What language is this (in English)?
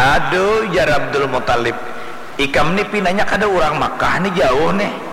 Banjar